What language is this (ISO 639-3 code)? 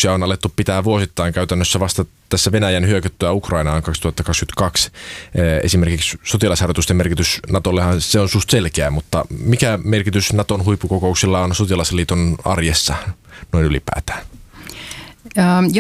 fin